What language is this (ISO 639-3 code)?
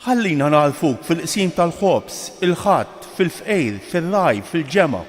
mlt